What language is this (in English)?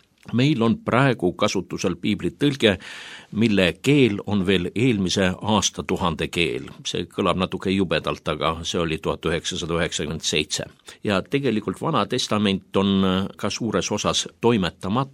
Estonian